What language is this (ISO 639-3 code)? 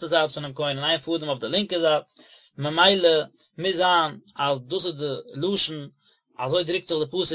yid